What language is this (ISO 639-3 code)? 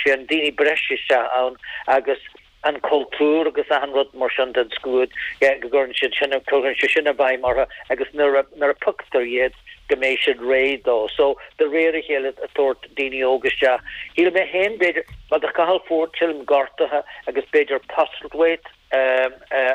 gle